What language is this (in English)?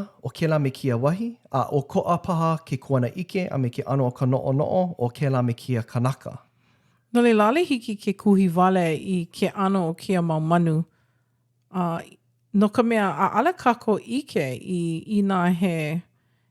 Hawaiian